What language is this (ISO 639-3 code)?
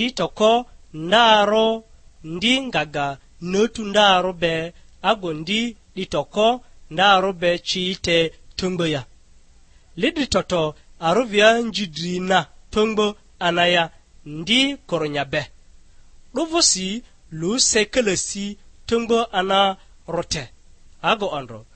lgg